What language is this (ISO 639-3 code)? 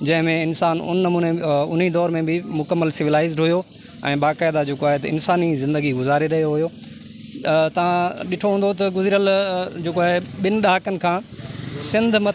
snd